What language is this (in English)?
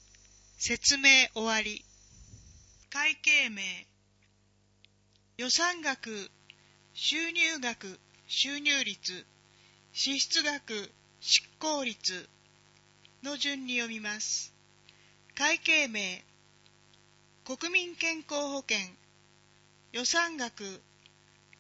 Japanese